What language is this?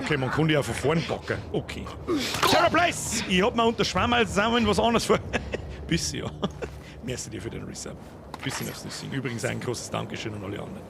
Bavarian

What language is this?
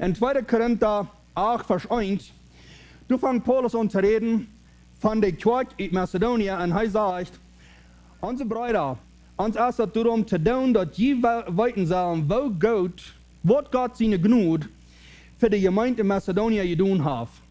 Plautdietsch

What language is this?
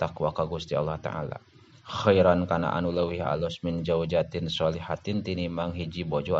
Sundanese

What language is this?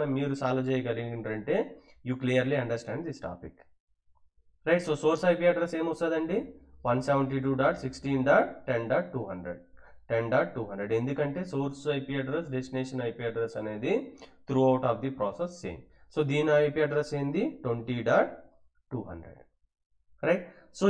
Telugu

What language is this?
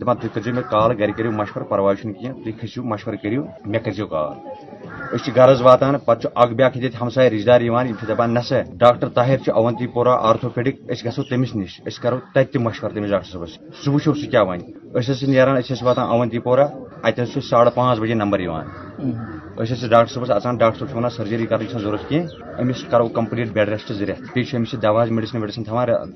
Kashmiri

